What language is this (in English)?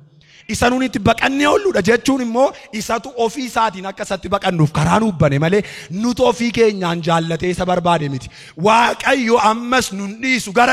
Oromo